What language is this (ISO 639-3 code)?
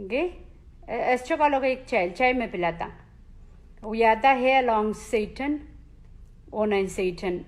pon